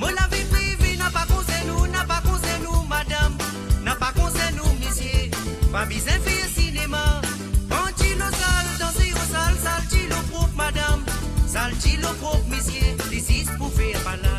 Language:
Morisyen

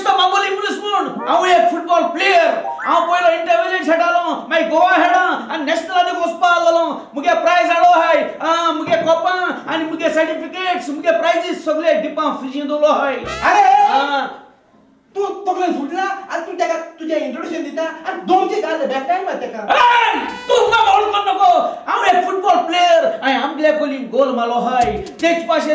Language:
Konkani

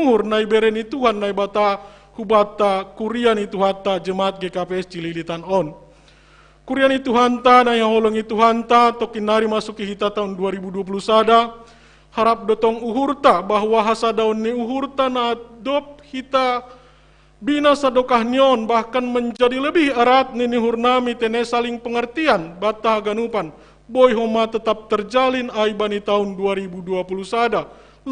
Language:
Batak Simalungun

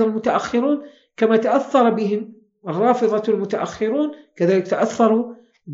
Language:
Arabic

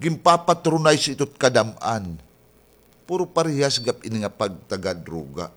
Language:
Waray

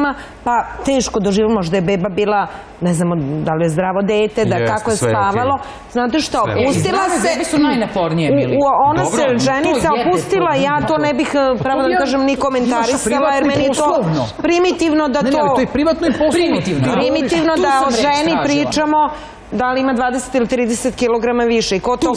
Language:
Serbian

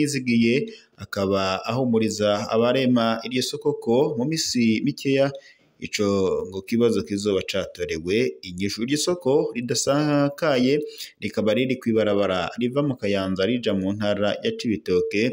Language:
Rundi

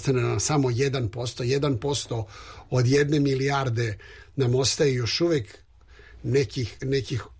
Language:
Serbian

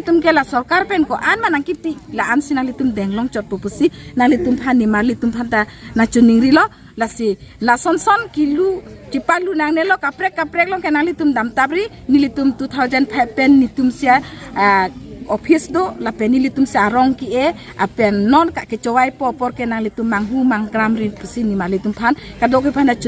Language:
Karbi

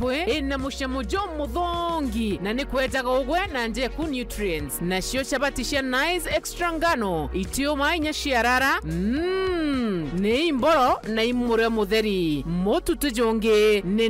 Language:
Meru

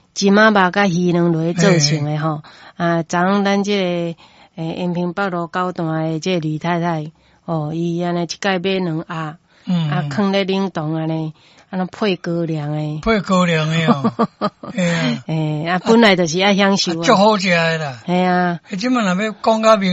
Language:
Min Nan Chinese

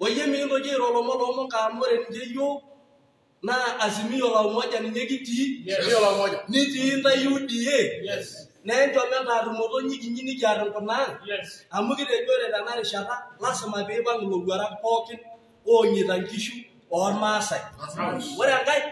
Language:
Masai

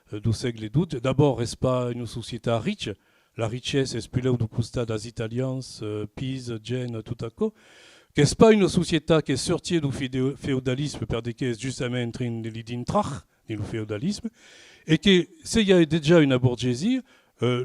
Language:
Occitan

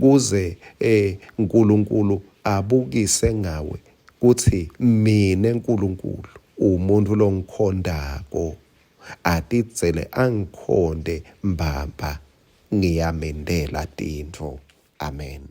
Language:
Swati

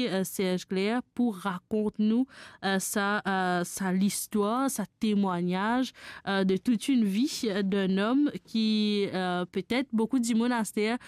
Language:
Morisyen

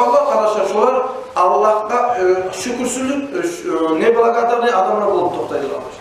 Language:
Kumyk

